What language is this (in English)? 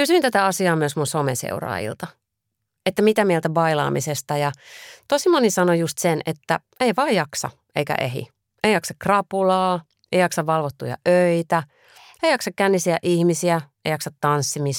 Finnish